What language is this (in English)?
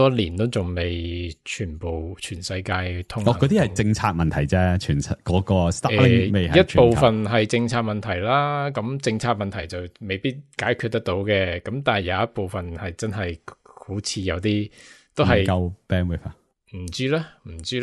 Cantonese